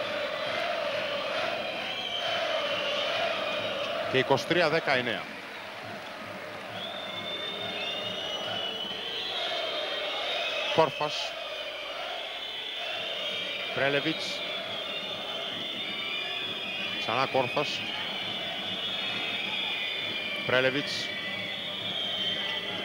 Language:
Greek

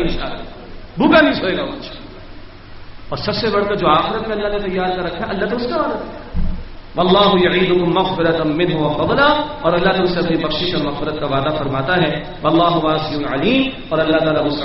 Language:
Urdu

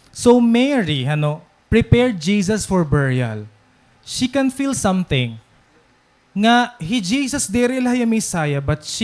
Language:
Waray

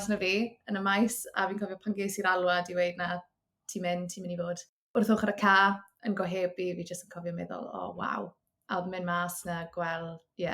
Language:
Welsh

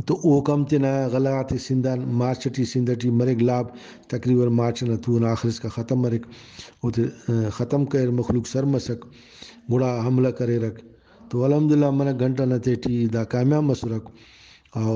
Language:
Brahui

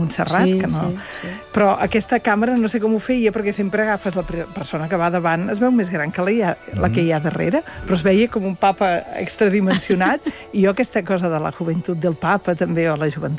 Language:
Catalan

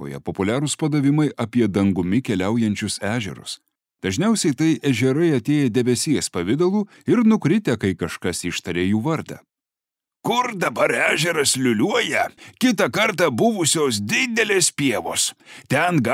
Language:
Lithuanian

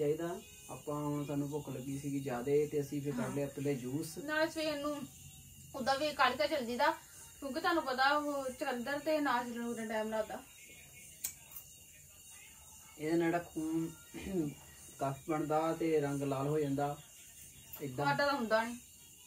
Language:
Punjabi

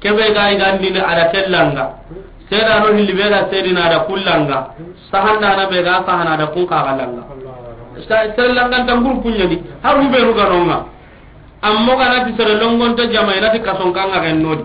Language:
Soninke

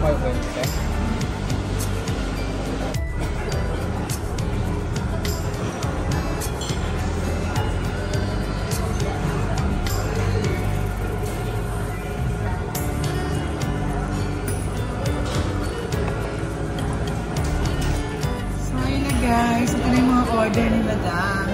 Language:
Filipino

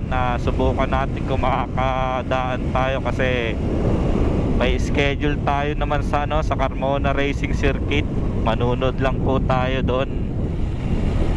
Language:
Filipino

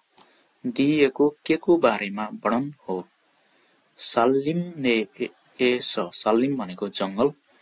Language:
Nepali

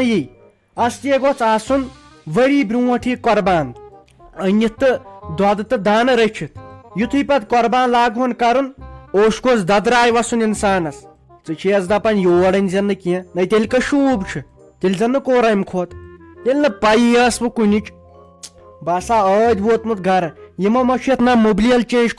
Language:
Kashmiri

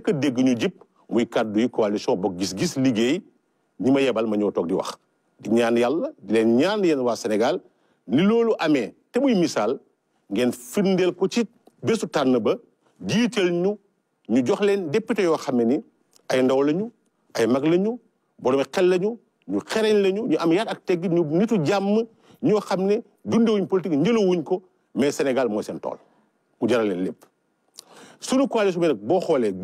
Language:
Wolof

